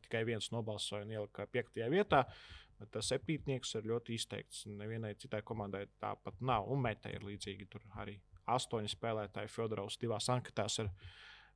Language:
Latvian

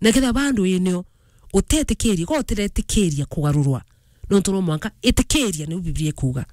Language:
Meru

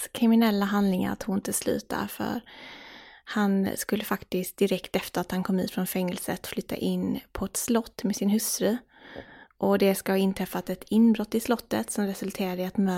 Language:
Swedish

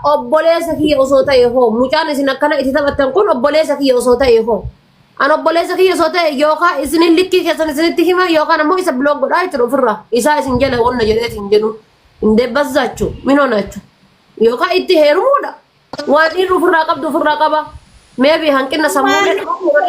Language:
Oromo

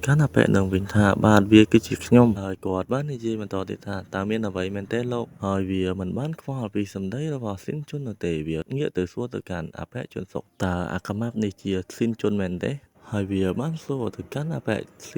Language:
Khmer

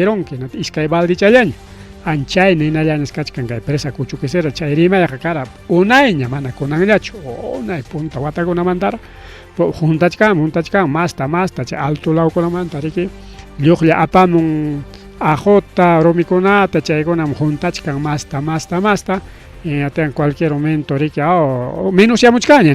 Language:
Ayacucho Quechua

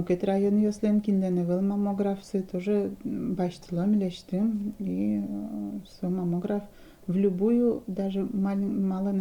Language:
Udmurt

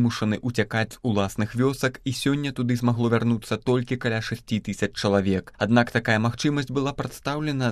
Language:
Belarusian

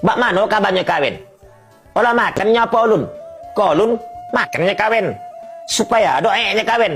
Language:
Minangkabau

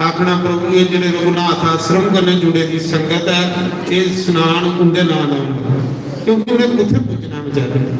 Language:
Dogri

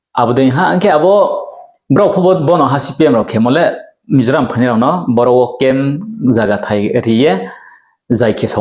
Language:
Riang (India)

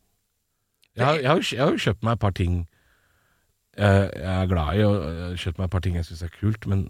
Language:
Norwegian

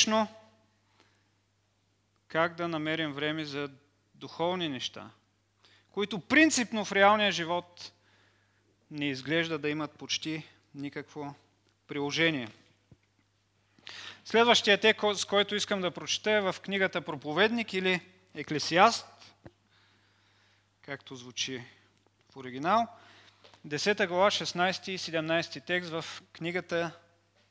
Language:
Bulgarian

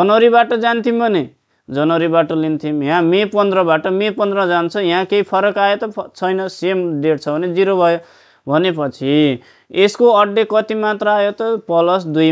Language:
Nepali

